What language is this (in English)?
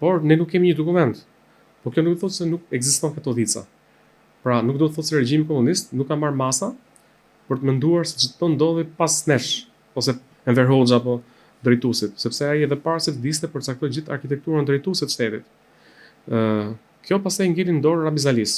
Albanian